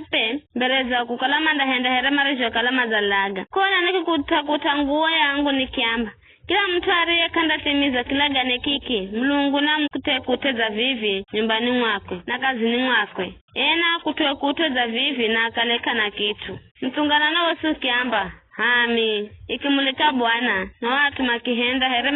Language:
Giryama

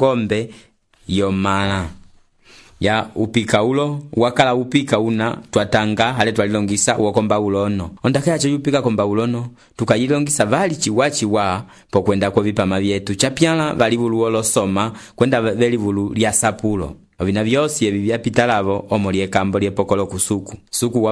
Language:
Umbundu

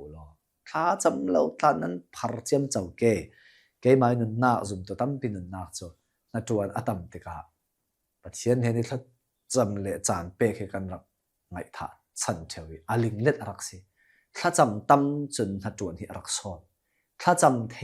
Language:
Hakha Chin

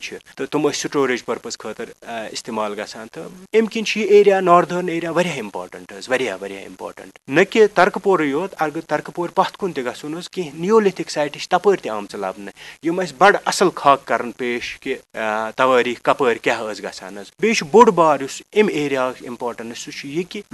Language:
Kashmiri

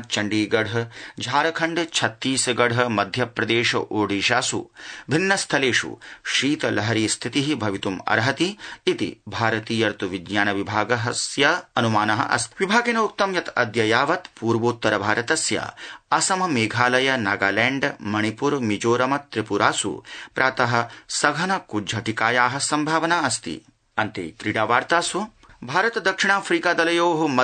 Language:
Sanskrit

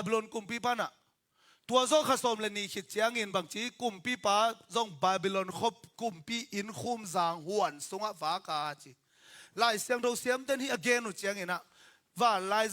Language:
Tedim Chin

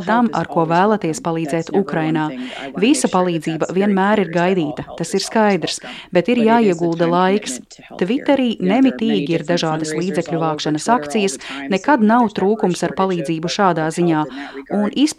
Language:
Latvian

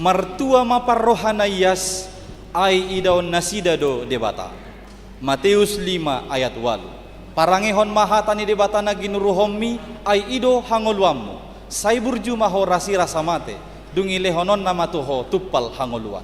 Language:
Batak Toba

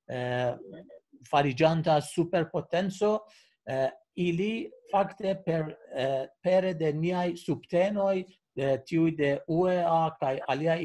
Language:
Esperanto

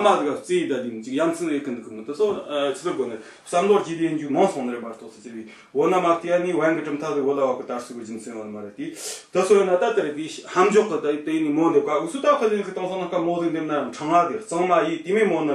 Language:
Tibetan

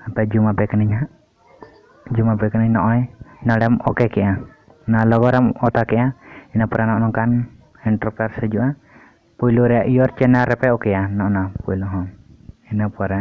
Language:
Santali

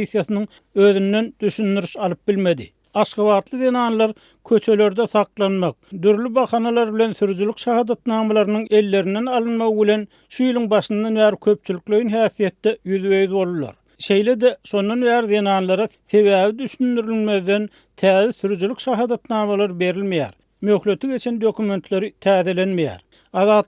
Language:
Turkmen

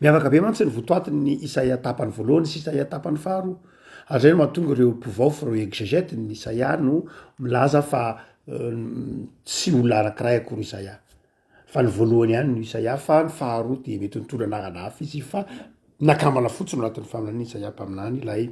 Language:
Malagasy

